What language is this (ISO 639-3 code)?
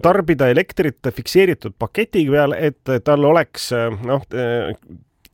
est